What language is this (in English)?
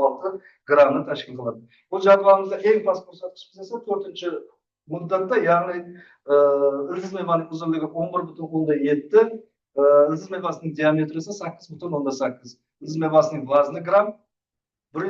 Uzbek